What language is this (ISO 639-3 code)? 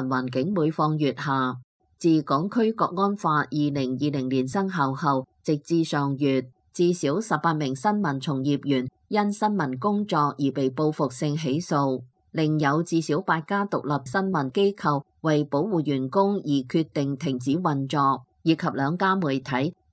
yue